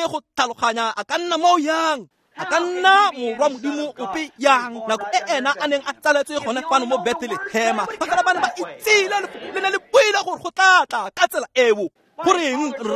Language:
Tswana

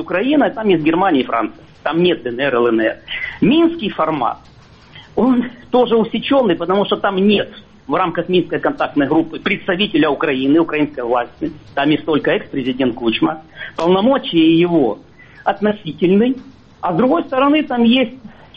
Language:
Russian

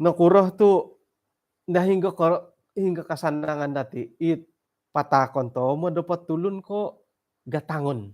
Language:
Central Dusun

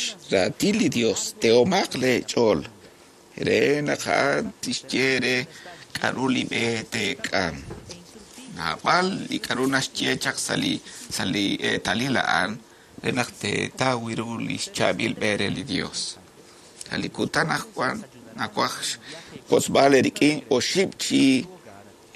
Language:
Kekchí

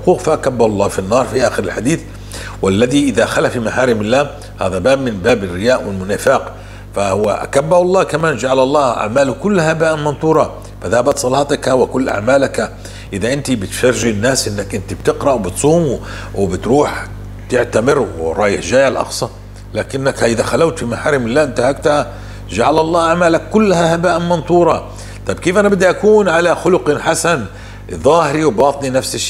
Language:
North Levantine Arabic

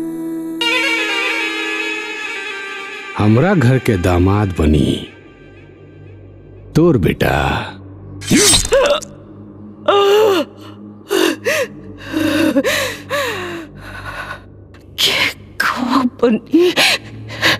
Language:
Bhojpuri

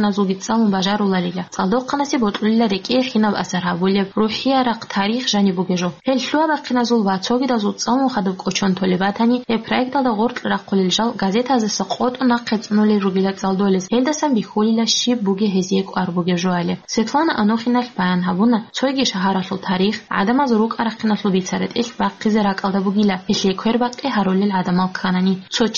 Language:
Avaric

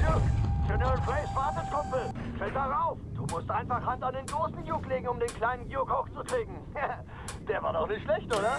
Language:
Swiss German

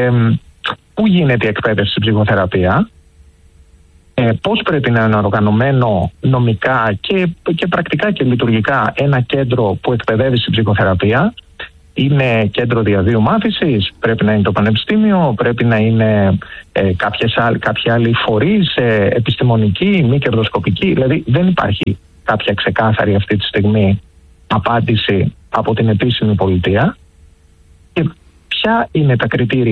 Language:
Greek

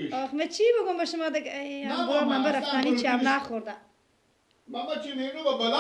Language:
Persian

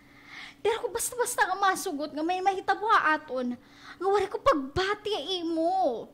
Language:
Waray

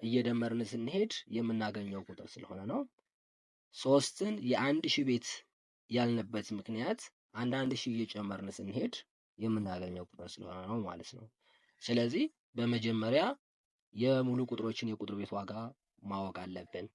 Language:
Amharic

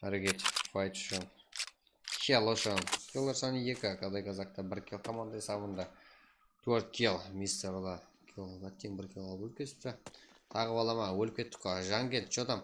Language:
Kara-Kalpak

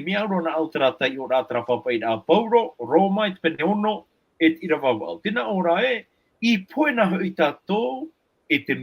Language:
Tahitian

